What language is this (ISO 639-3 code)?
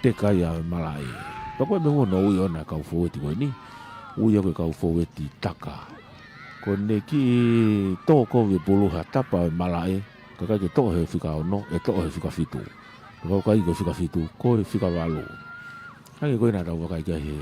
ton